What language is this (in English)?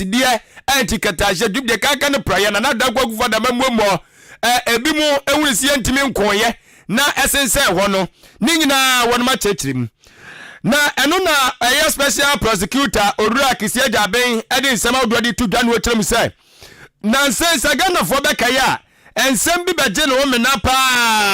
Akan